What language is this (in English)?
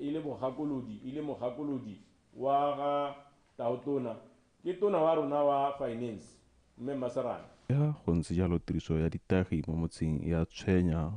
Tswana